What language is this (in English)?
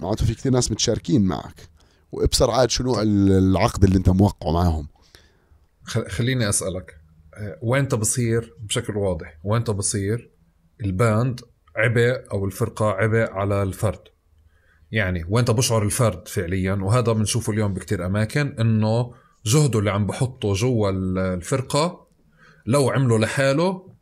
North Levantine Arabic